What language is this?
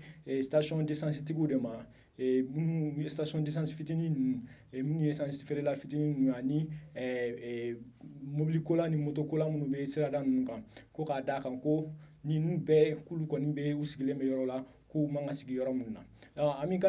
Bambara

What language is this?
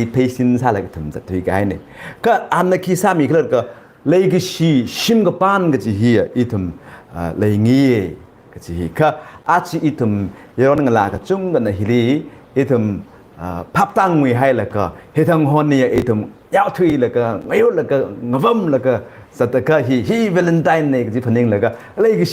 Tangkhul Naga (India)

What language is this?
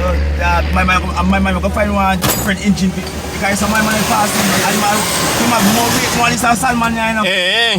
Jamaican Creole English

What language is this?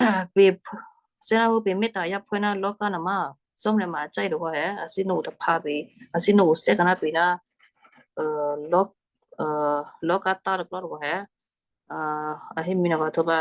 Western Kayah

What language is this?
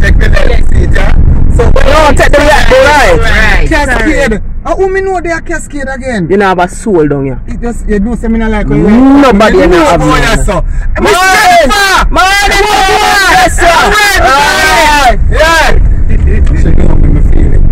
Jamaican Creole English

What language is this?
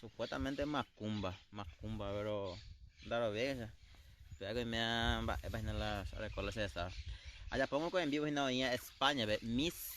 Guarani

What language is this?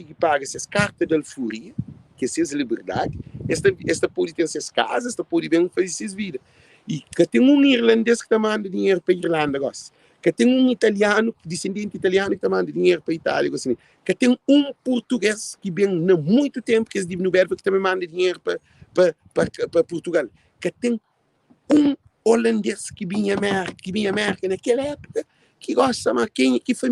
Kabuverdianu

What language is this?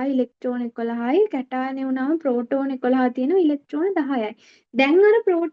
Sinhala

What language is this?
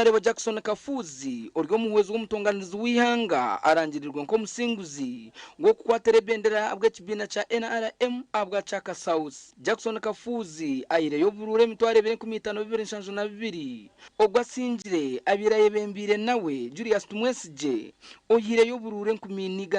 Nyankole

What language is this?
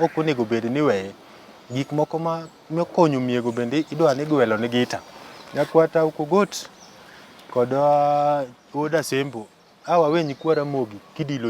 Luo (Kenya and Tanzania)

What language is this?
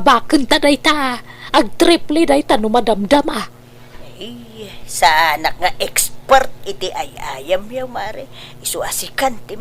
Iloko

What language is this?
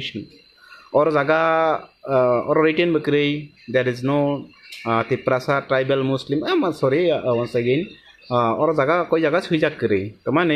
Kok Borok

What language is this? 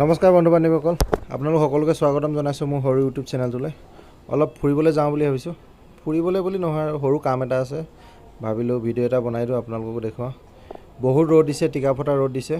Assamese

